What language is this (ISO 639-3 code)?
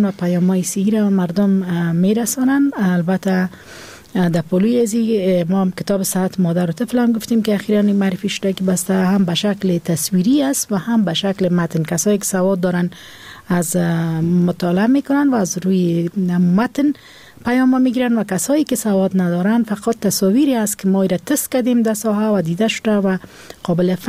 fas